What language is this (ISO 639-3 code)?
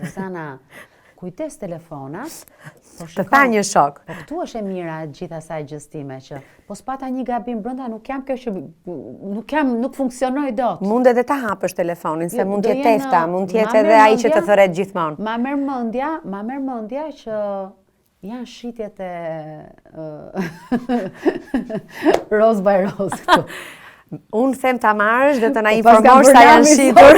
sqi